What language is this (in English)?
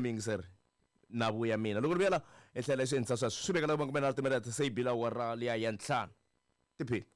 Tsonga